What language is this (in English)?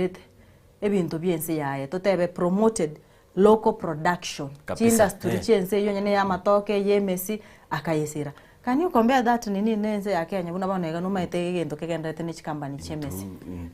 Gusii